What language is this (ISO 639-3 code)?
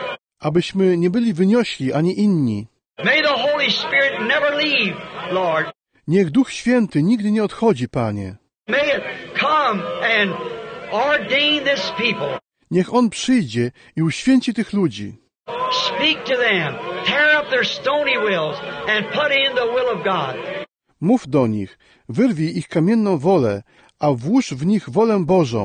pol